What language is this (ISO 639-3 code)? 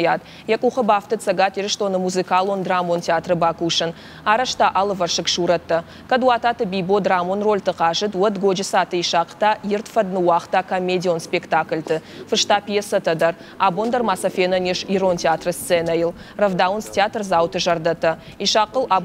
oss